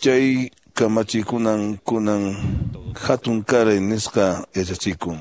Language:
Quechua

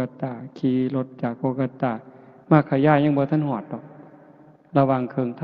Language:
Northeastern Thai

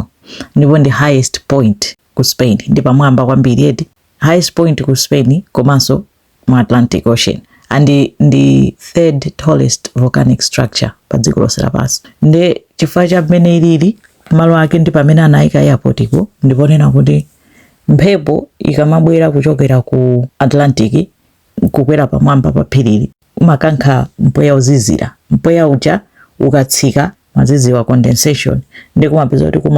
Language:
Nyanja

